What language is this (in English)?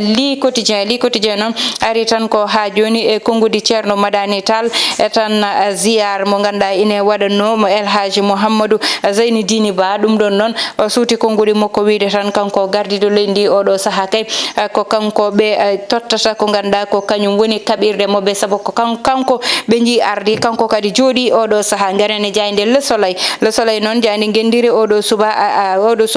Fula